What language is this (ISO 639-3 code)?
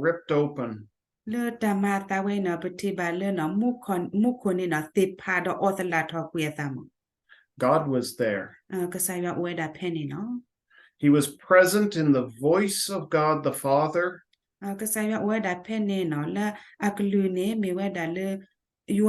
ksw